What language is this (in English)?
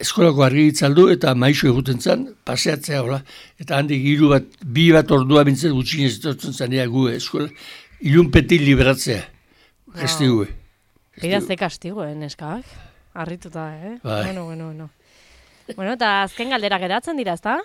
Basque